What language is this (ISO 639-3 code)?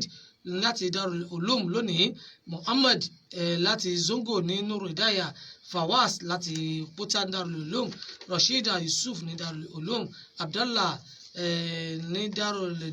yor